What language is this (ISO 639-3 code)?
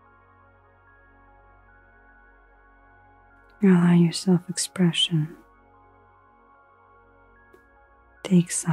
eng